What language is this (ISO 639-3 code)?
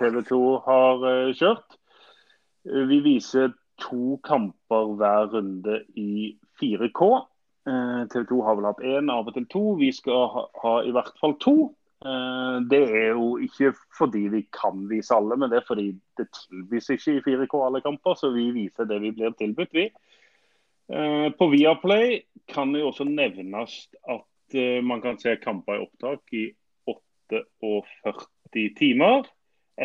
nor